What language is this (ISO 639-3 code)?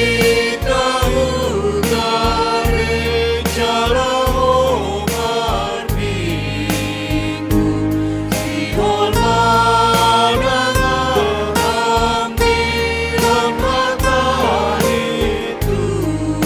bts